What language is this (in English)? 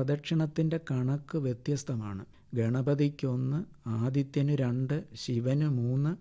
Malayalam